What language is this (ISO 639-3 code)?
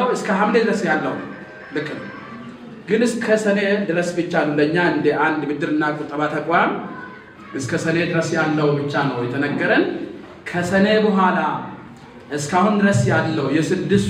amh